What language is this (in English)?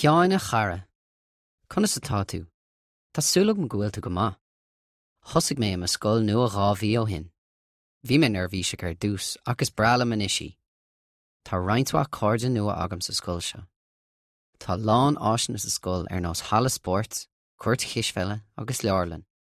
Irish